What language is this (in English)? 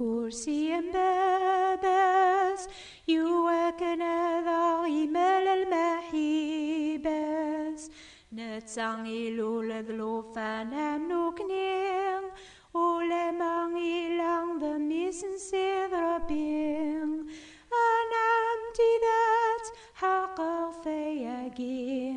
Kabyle